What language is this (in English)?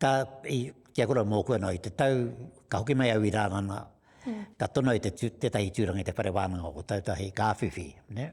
Māori